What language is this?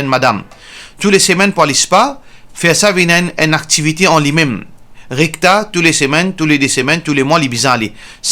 Morisyen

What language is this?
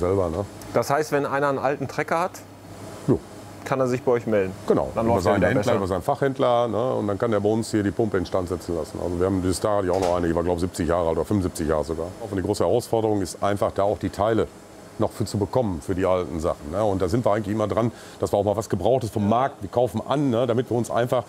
German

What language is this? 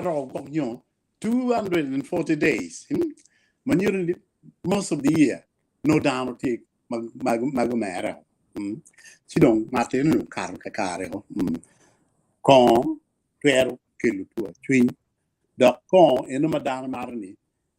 Acoli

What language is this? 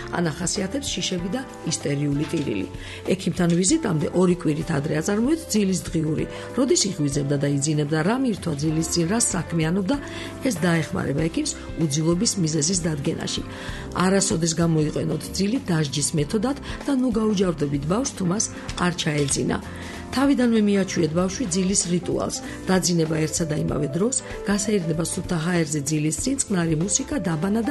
Georgian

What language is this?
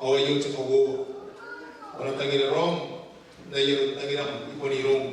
Gilbertese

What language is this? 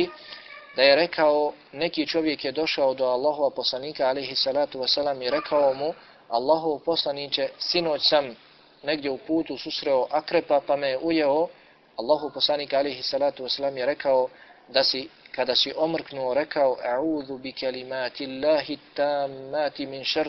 Bosnian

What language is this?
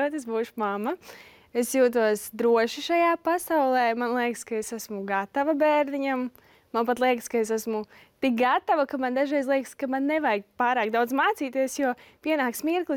Latvian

